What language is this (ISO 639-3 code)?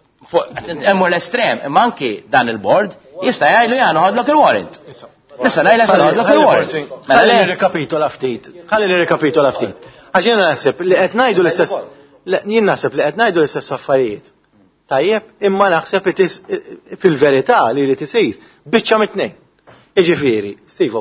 mlt